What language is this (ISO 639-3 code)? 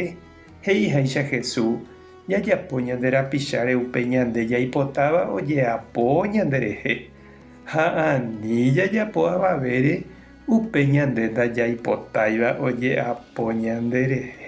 grn